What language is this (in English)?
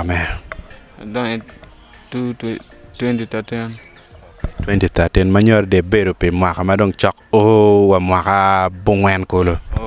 Acoli